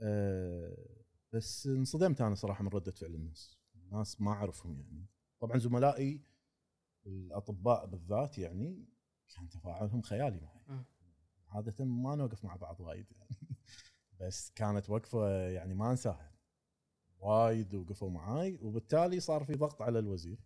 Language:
Gulf Arabic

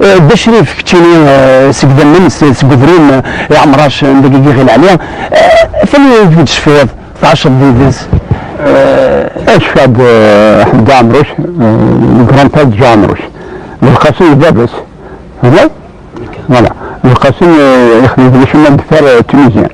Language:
Kabyle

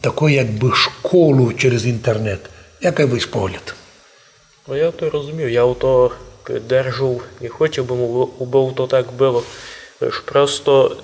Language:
Rusyn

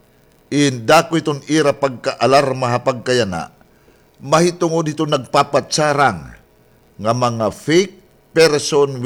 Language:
Waray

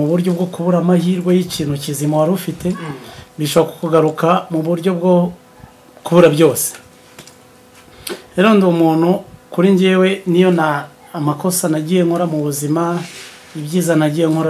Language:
Kinyarwanda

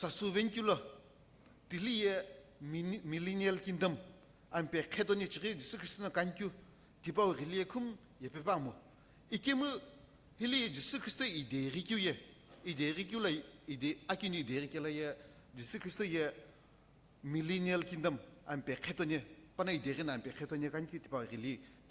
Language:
Sumi Naga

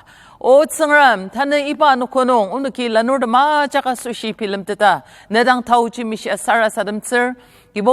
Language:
Ao Naga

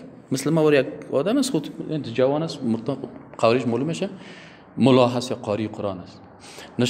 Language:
Persian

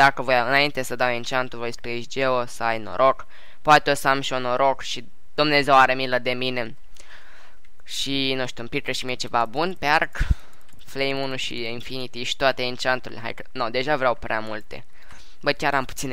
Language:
Romanian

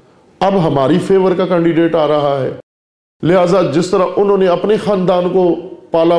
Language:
Urdu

